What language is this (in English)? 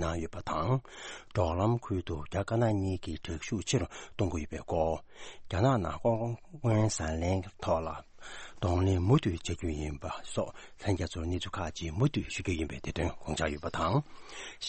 Tibetan